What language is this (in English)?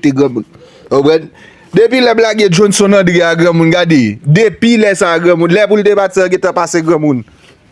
Haitian Creole